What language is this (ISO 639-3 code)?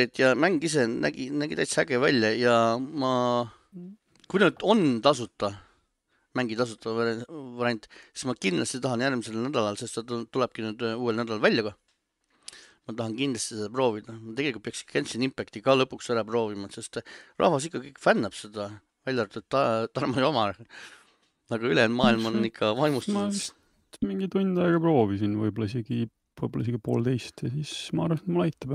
est